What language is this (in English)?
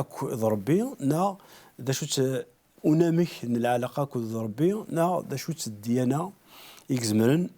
Kabyle